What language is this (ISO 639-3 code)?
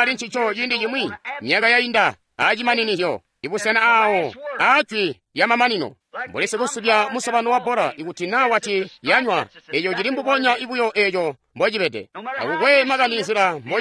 toi